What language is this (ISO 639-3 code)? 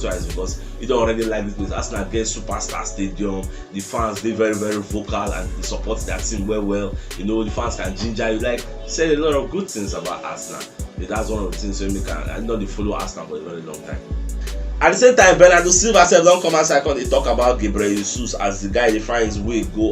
pcm